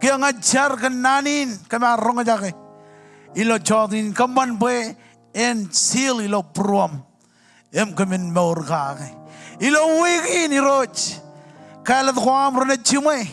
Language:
Marshallese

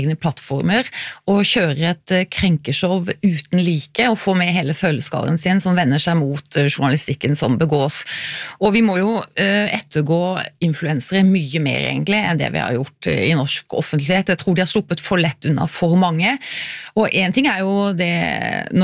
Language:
Norwegian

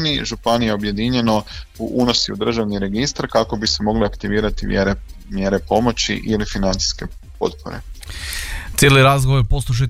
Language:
Croatian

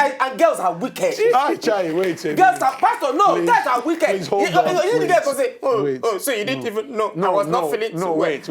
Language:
Nigerian Pidgin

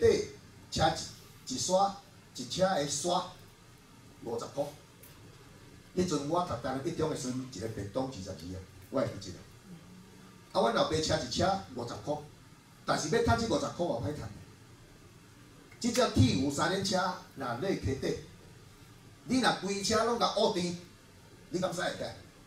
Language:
Min Nan Chinese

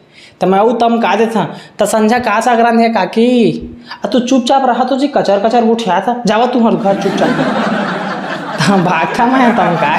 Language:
Chhattisgarhi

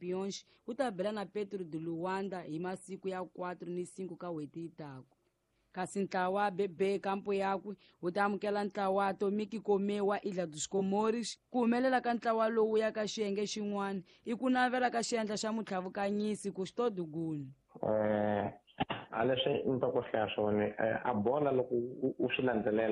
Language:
Tsonga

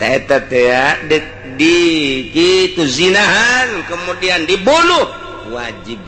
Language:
Sundanese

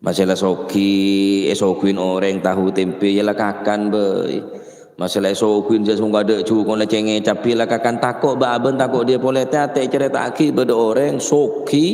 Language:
Madurese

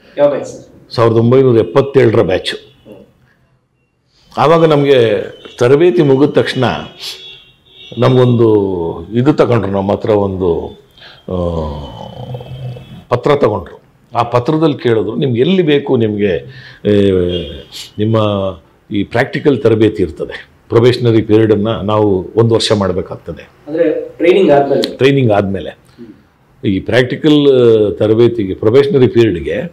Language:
Kannada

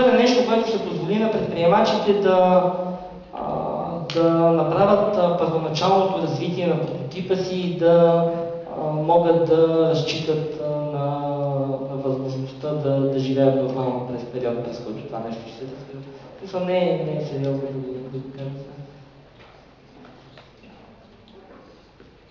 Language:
Bulgarian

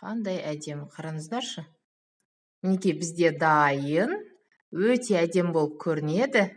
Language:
Kazakh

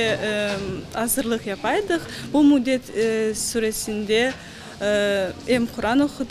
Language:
Crimean Tatar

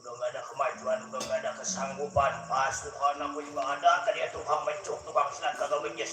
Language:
Betawi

